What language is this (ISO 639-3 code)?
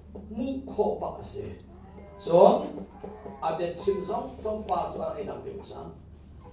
cnh